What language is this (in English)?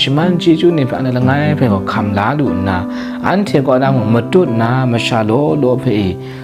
Kachin